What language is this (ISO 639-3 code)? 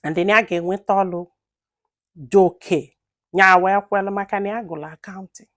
ibo